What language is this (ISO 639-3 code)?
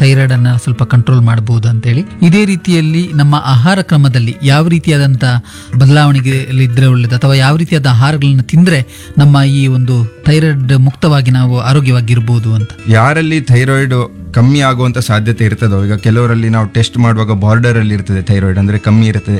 kan